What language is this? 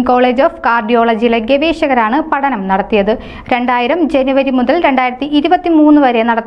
Malayalam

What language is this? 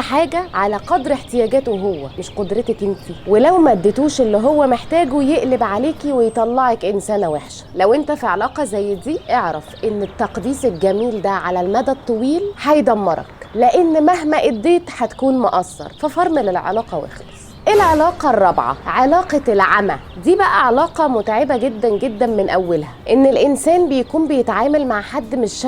Egyptian Arabic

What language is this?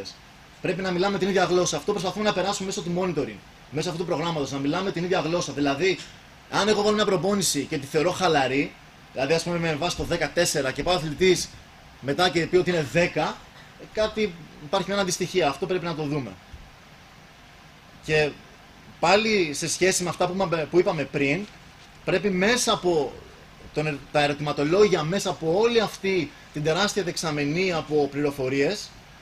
Greek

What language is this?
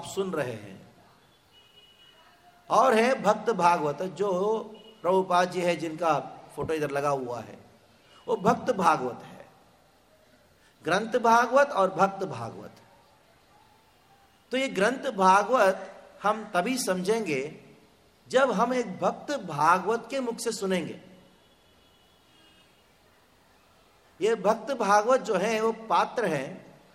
Hindi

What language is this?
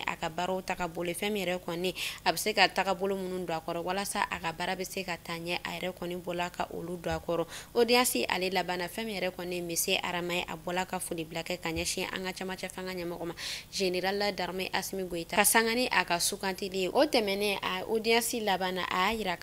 Bambara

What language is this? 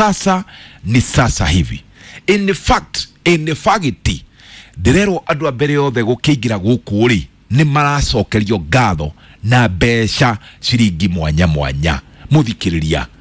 Kikuyu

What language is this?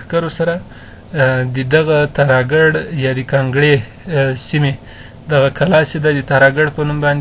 Pashto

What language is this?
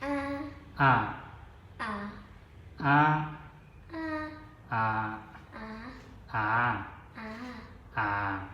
Zhuang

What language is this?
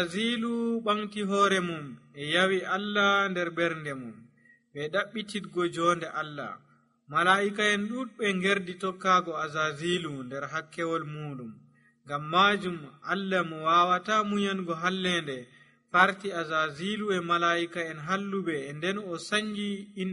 Nigerian Fulfulde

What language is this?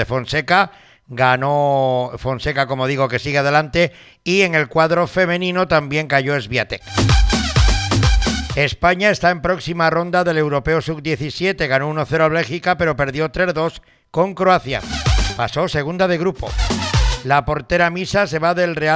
Spanish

